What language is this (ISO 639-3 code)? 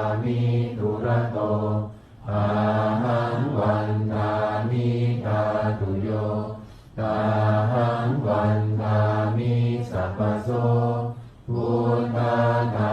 pli